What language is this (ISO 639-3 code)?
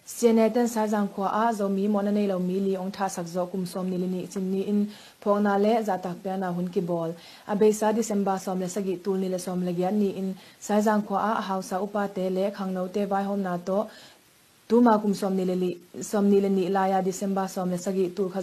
ctd